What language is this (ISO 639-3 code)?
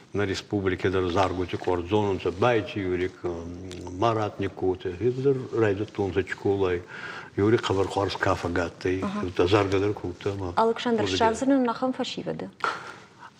oss